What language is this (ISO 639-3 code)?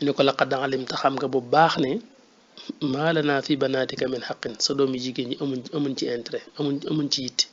wol